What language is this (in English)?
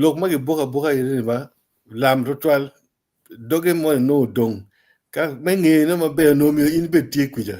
Acoli